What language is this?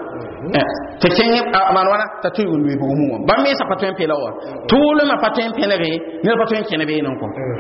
Mossi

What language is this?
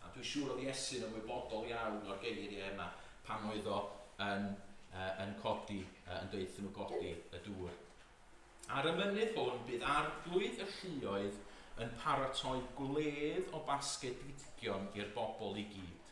Welsh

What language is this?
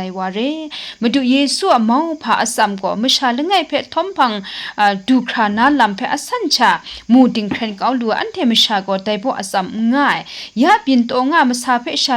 Kachin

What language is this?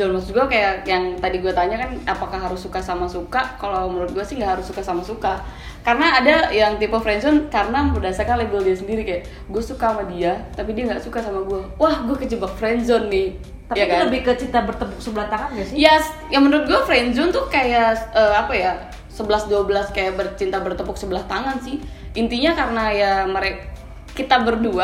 Indonesian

